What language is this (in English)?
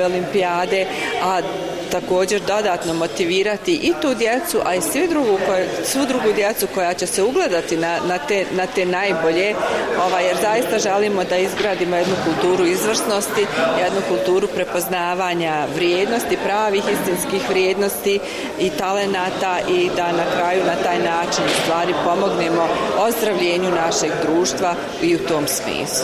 Bosnian